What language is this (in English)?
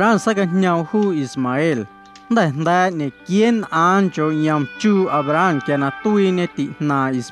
Guerrero Amuzgo